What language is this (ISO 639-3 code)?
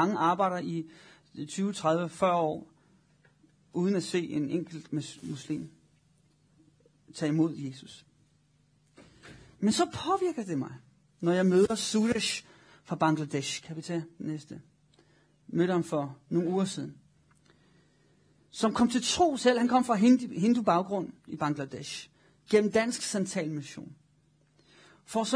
dan